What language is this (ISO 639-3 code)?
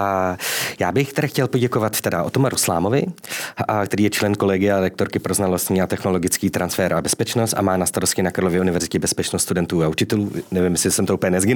ces